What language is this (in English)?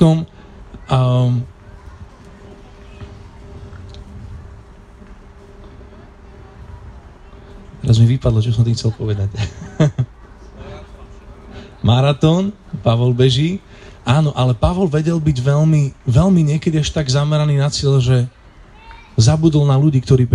Slovak